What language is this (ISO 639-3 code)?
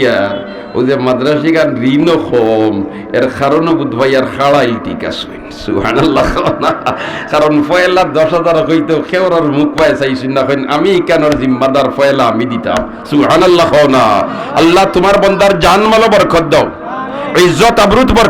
syl